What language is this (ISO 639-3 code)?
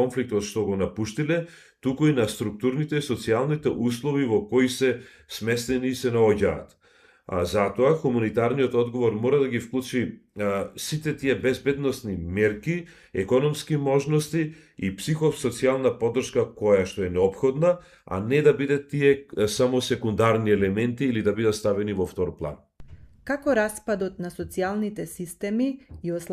mkd